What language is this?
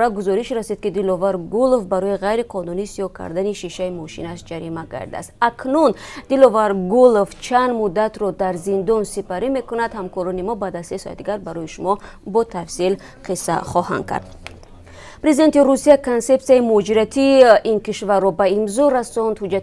Tajik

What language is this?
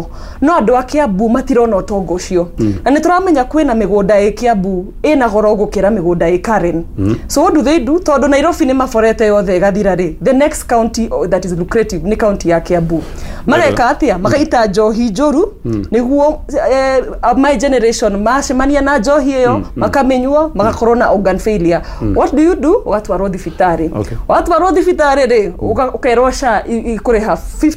Kikuyu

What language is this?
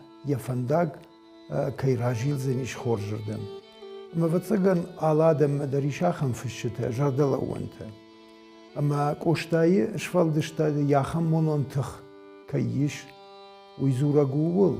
Ossetic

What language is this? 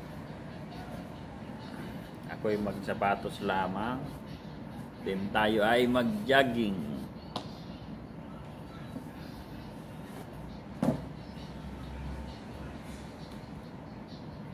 Filipino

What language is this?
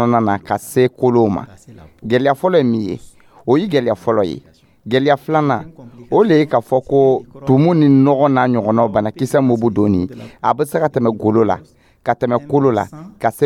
Dyula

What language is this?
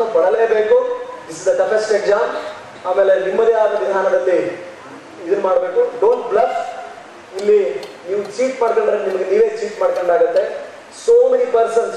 Kannada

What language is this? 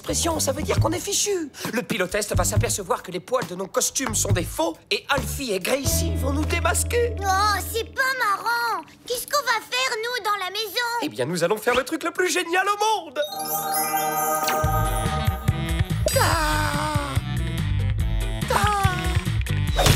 French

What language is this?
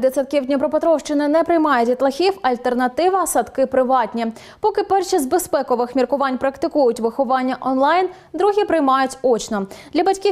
Ukrainian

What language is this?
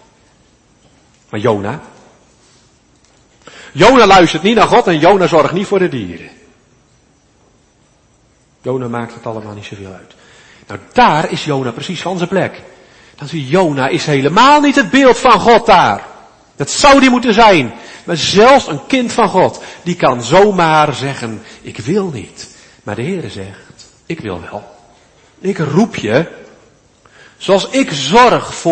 Dutch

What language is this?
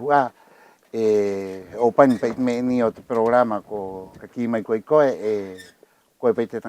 Rapanui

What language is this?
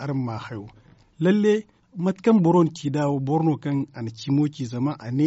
Zarma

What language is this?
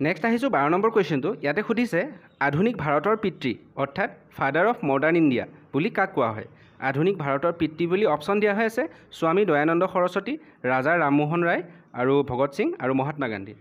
Assamese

